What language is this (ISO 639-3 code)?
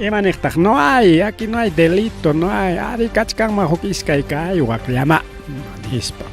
quy